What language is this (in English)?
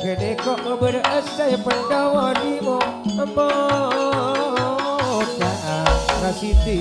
Madurese